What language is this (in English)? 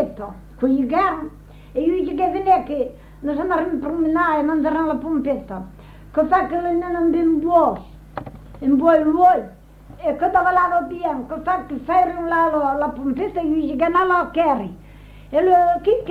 Occitan